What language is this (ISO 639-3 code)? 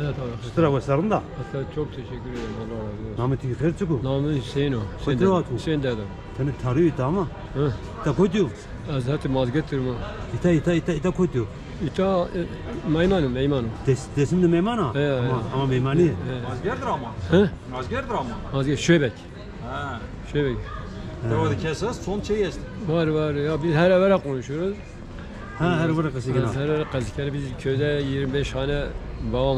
zza